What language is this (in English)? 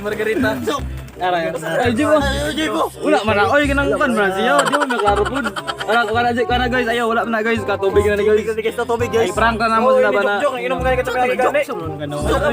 Cebuano